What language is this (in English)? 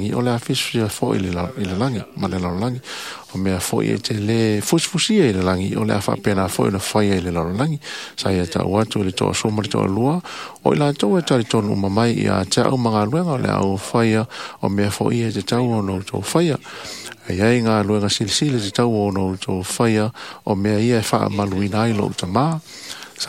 Samoan